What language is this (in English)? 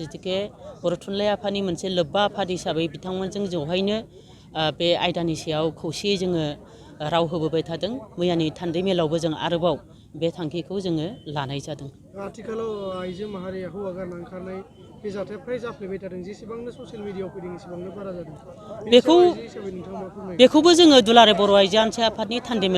Bodo